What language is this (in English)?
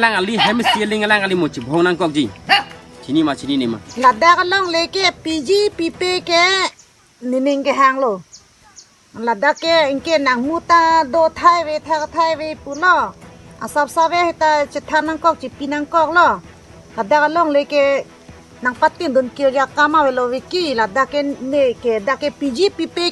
Karbi